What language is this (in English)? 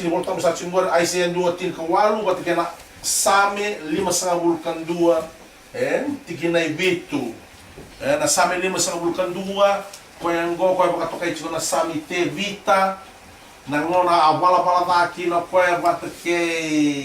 Fijian